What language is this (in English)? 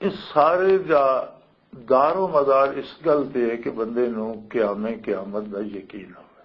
Western Panjabi